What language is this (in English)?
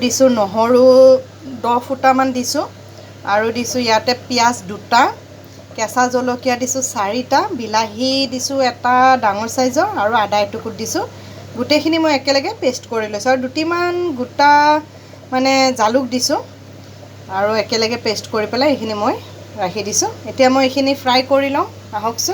Assamese